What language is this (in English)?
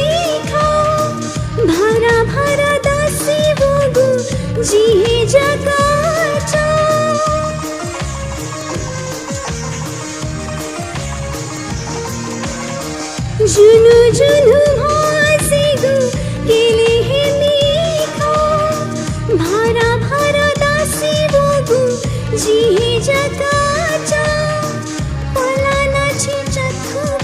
Newari